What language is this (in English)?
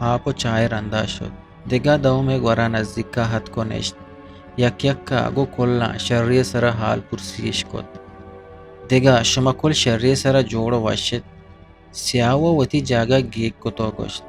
Eastern Balochi